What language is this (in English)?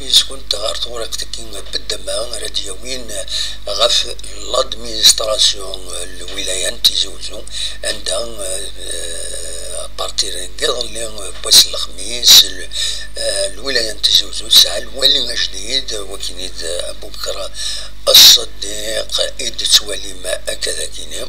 Kabyle